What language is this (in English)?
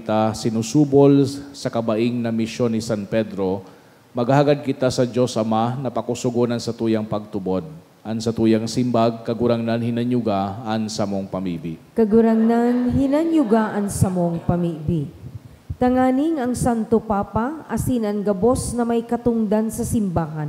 Bikol